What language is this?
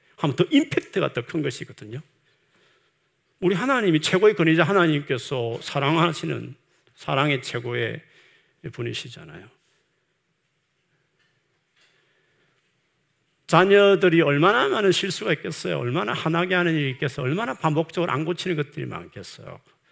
Korean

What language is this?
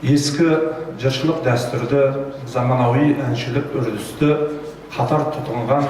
Kazakh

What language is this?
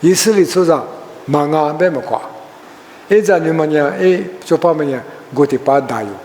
Lisu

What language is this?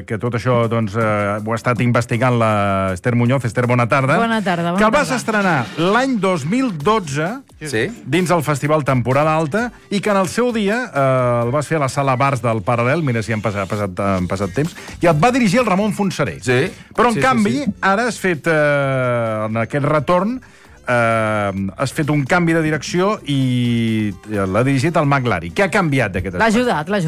Catalan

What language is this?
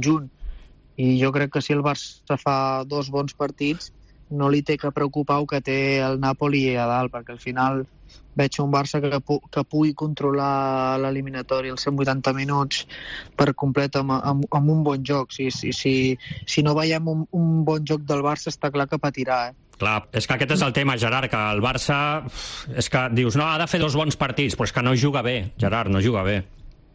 Catalan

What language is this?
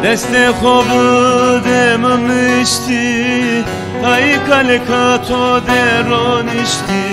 Zaza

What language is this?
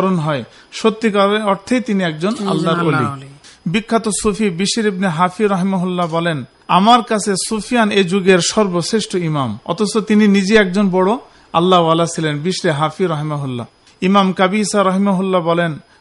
Bangla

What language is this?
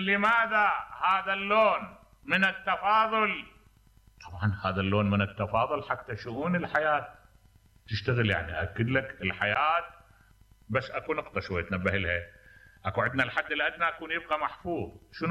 Mesopotamian Arabic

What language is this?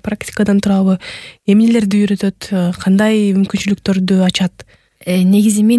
Kyrgyz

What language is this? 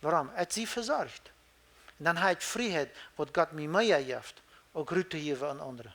Plautdietsch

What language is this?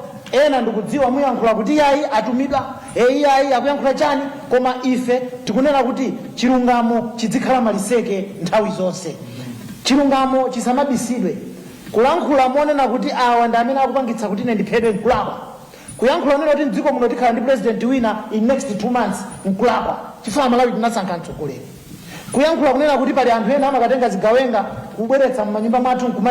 Nyanja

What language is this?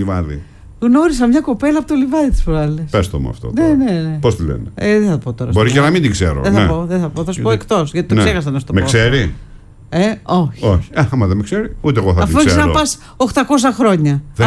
Greek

